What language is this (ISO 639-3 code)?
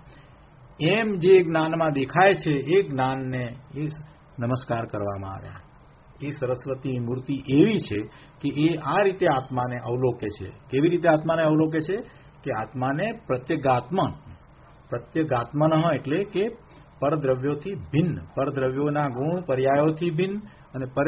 guj